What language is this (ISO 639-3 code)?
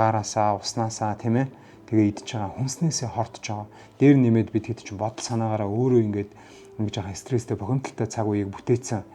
mon